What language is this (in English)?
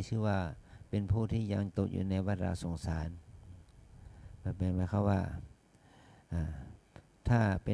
Thai